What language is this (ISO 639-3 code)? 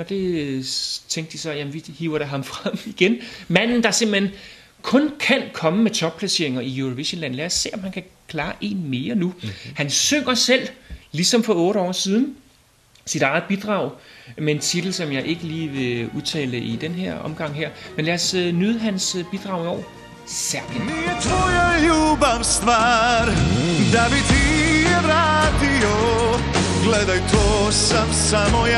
dan